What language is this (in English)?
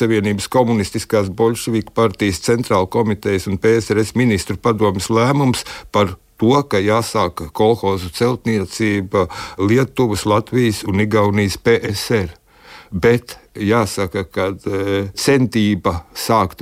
Latvian